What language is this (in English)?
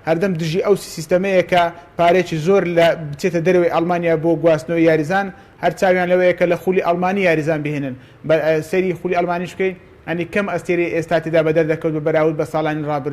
Central Kurdish